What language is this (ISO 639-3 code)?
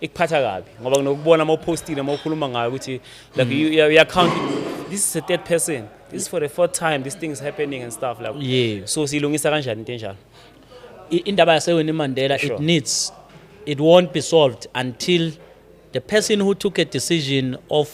zul